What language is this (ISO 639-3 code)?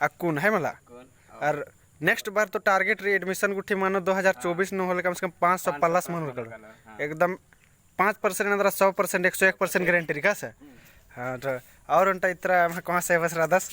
kru